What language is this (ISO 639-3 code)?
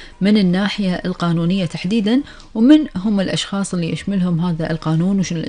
afb